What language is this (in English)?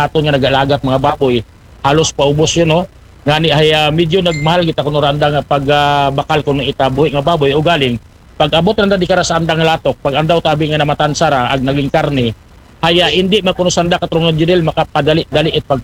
Aklanon